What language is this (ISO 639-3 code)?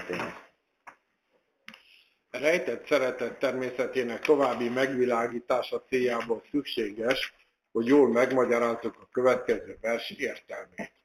hun